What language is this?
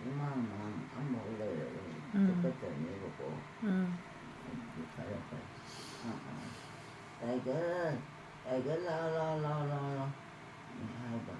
Manipuri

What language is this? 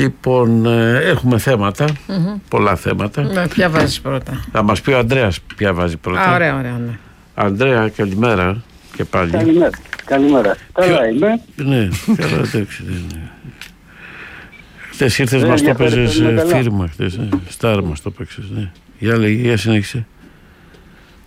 Greek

